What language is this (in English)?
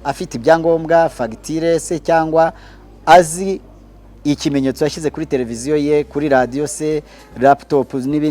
Kinyarwanda